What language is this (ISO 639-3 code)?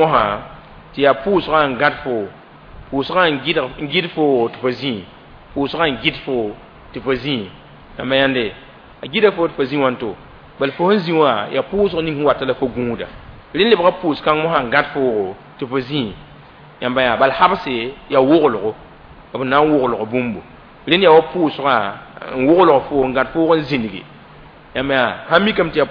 mos